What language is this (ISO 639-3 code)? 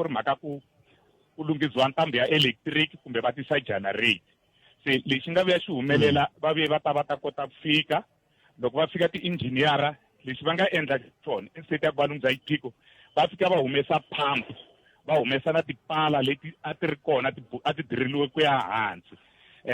tso